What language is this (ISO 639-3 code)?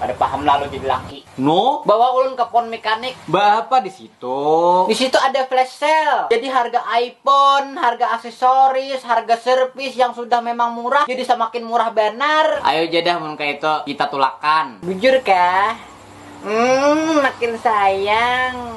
bjn